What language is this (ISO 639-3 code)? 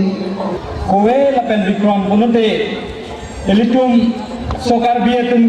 mjw